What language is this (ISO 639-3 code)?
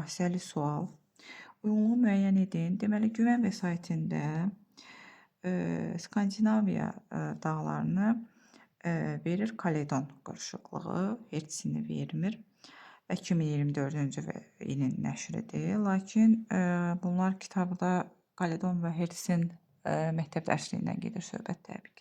aze